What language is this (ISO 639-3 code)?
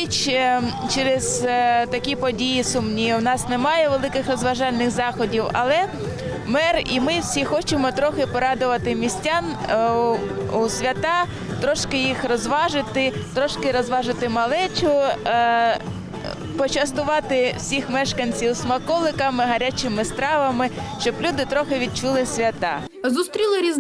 ukr